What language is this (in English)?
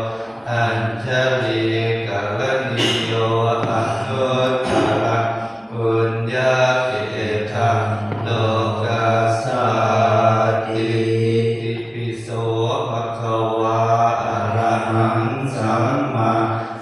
Pali